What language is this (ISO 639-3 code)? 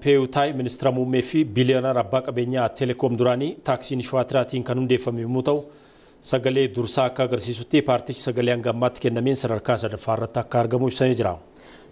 orm